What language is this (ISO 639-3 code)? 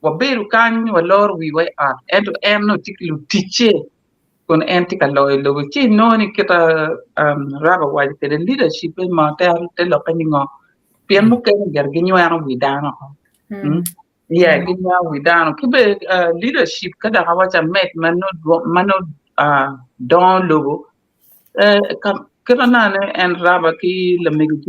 ach